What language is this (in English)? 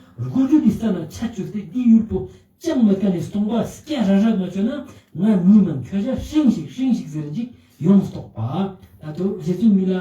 Ladakhi